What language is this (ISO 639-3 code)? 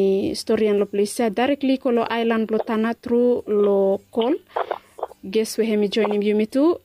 bis